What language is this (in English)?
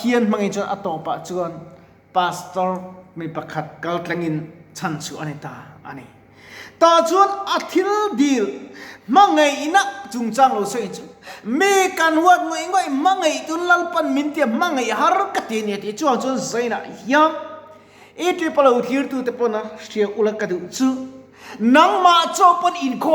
Mizo